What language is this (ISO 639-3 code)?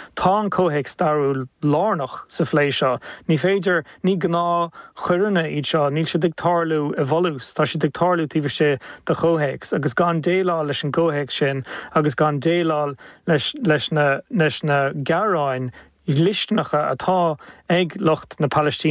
gle